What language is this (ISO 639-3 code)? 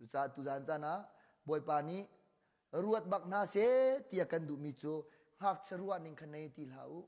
cnh